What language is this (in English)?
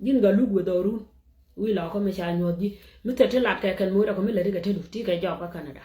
Nuer